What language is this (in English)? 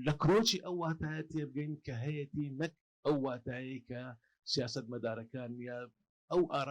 Central Kurdish